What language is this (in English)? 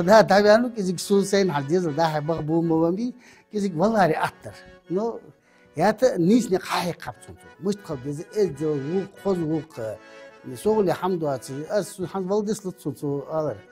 Ingush